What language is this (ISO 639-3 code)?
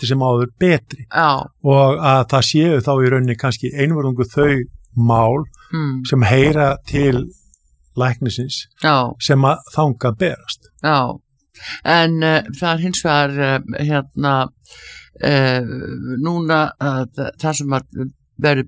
isl